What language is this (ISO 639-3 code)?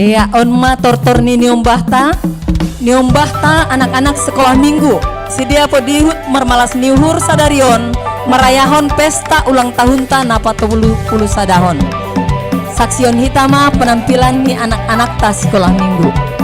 bts